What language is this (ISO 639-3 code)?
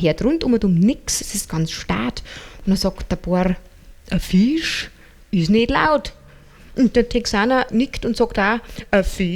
bar